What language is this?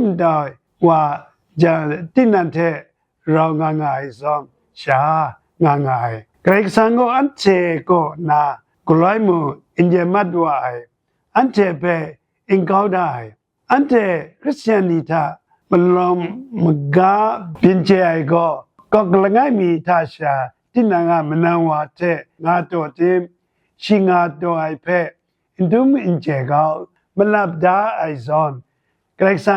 Kachin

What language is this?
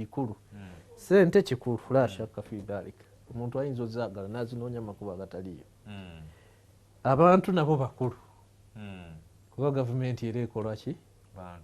Ganda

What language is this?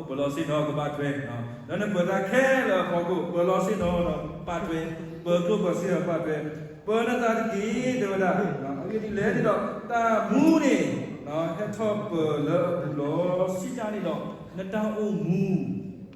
S'gaw Karen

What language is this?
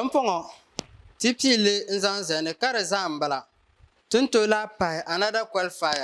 Dagbani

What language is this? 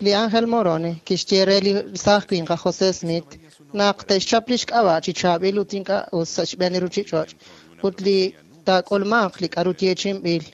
Kekchí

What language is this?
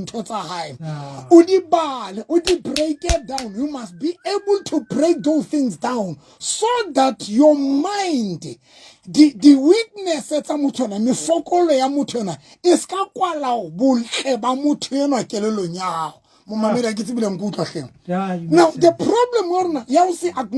Southern Sotho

